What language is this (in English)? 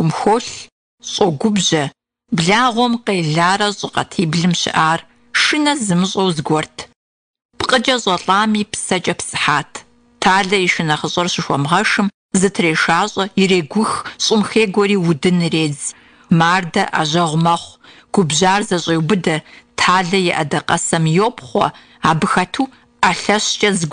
Kabardian